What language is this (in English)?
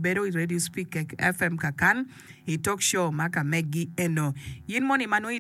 Acoli